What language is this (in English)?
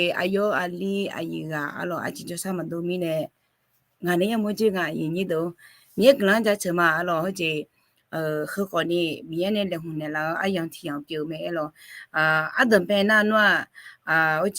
Akha